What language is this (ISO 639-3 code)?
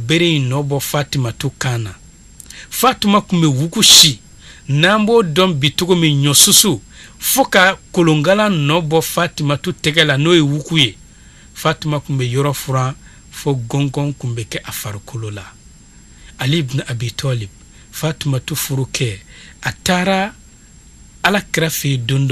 bam